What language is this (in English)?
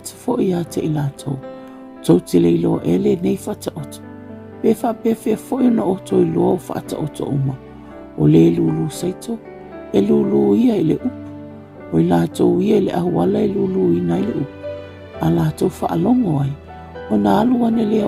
Samoan